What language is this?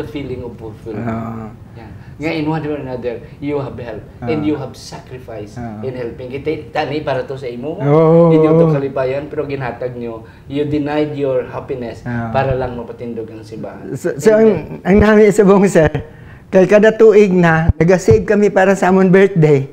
Hiligaynon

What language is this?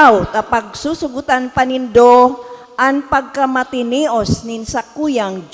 Bikol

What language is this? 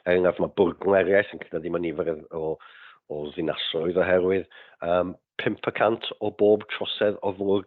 Welsh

